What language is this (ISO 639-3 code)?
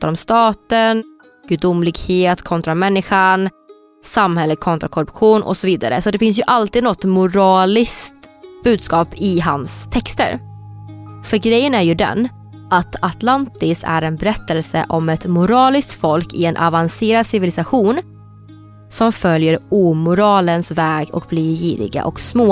swe